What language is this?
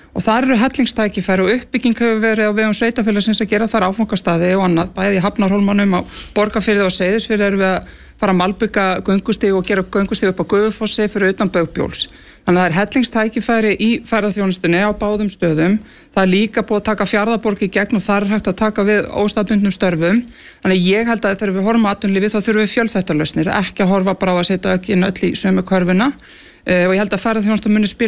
Icelandic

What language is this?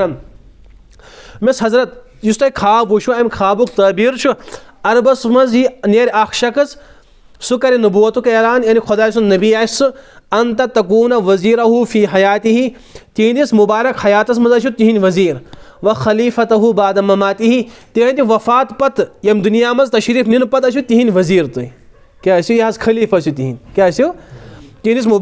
Kashmiri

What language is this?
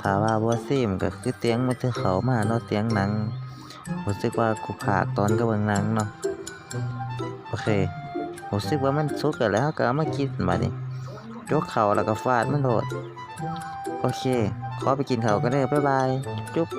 Lao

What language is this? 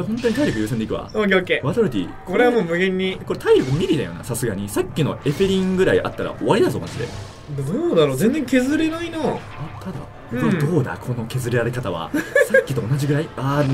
Japanese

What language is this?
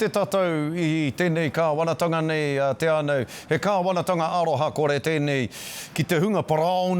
Māori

